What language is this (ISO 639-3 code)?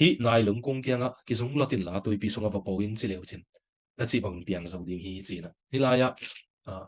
ctd